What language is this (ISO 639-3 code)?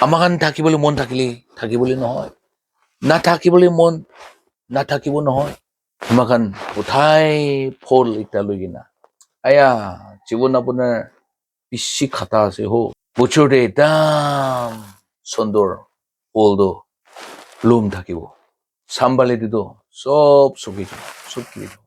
nag